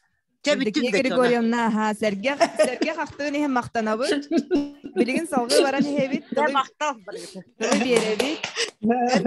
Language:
Yakut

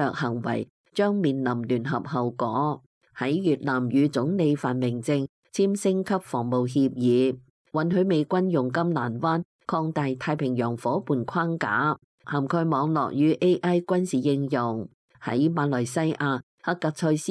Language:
Cantonese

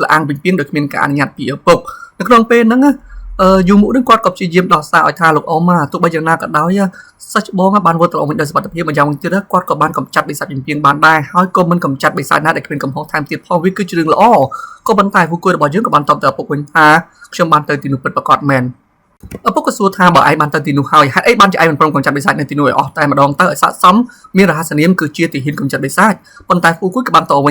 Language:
Khmer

